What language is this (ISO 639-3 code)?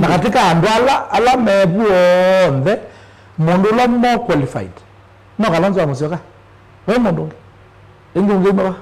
kam